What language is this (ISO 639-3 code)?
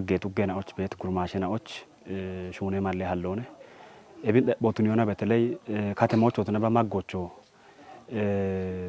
kbr